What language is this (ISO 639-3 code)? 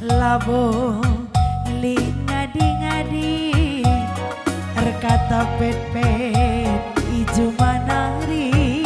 btx